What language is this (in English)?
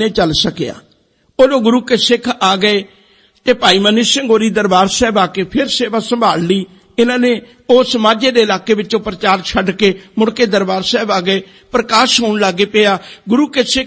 Punjabi